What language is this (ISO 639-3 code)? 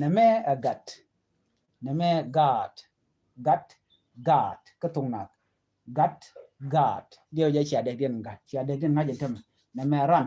nus